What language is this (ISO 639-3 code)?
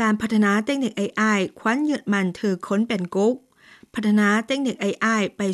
lao